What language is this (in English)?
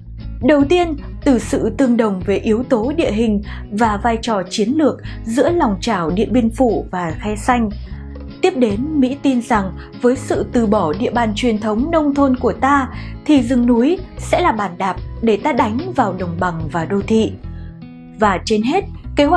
Vietnamese